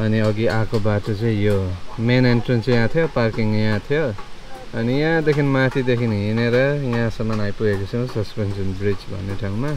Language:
Nepali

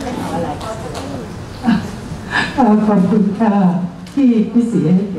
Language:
Thai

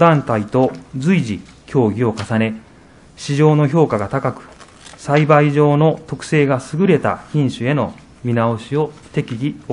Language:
Japanese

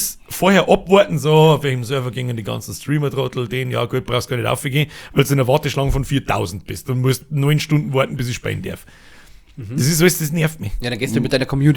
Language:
Bavarian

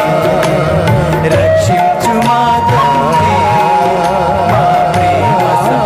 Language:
Telugu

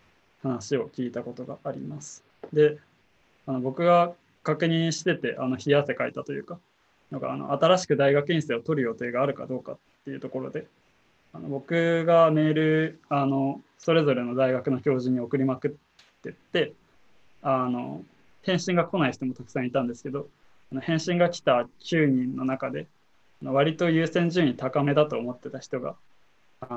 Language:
Japanese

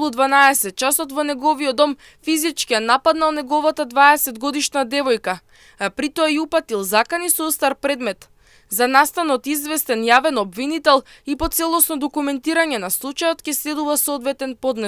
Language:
Macedonian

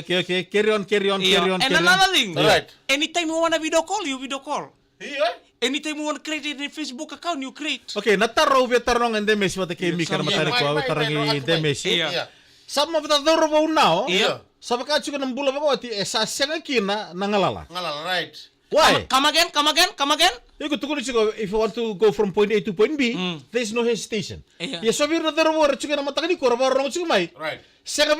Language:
Fijian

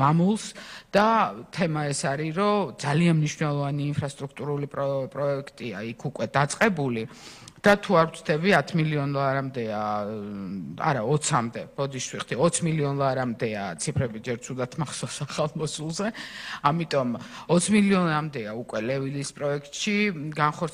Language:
Georgian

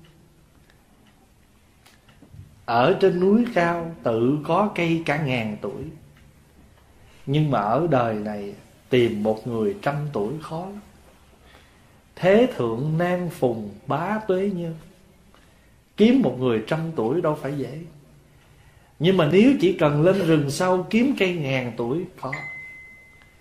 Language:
Vietnamese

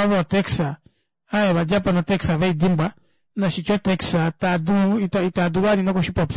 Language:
Kuanyama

